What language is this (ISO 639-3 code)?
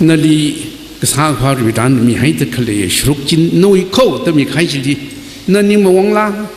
nmf